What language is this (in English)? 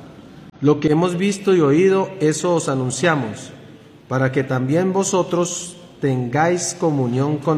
Spanish